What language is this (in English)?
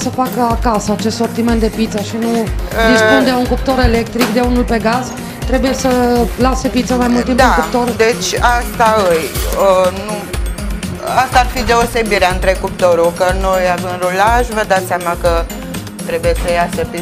Romanian